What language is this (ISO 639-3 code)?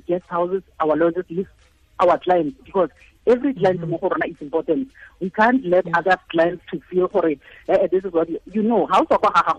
tsn